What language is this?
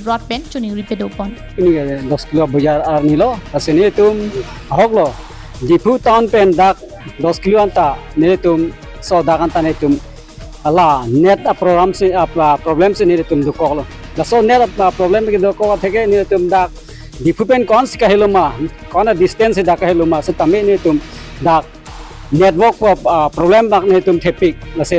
Karbi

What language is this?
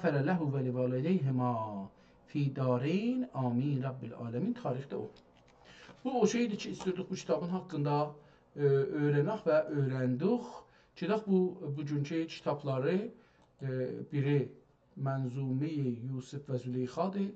South Azerbaijani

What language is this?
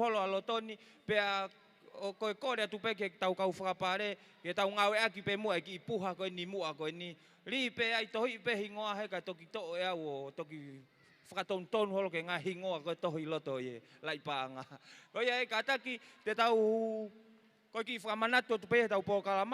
Tongan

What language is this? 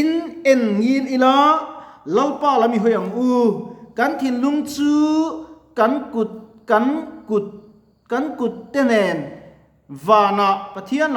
Mizo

